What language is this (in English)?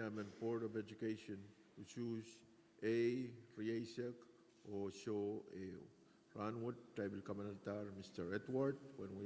Pohnpeian